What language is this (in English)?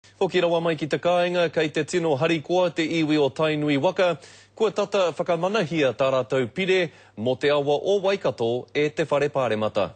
Māori